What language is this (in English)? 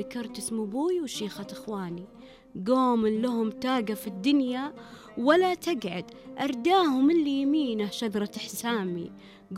Najdi Arabic